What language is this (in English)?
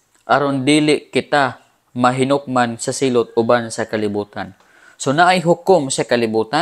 Cebuano